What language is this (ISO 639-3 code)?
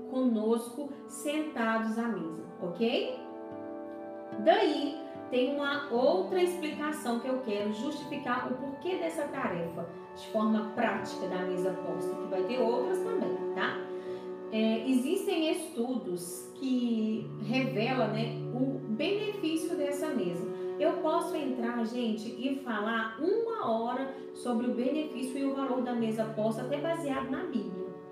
por